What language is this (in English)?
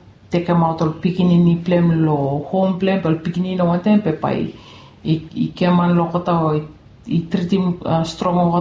Bislama